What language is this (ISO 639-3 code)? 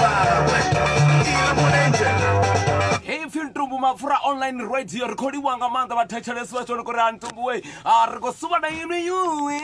ven